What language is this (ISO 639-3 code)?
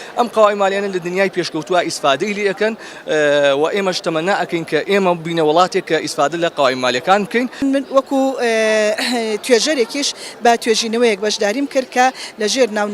ckb